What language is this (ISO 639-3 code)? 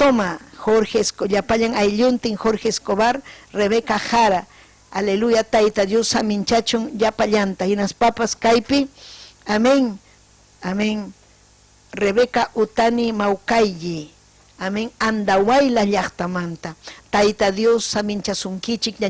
quy